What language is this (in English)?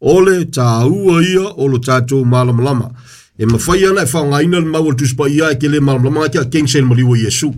Samoan